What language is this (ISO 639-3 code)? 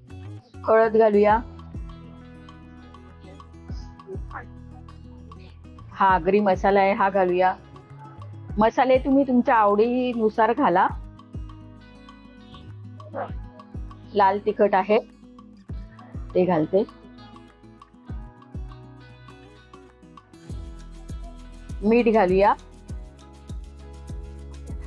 mar